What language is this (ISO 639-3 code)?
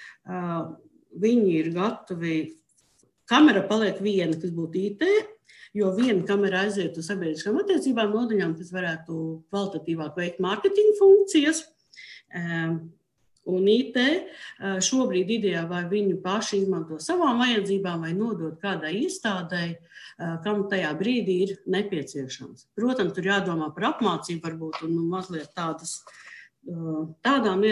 lav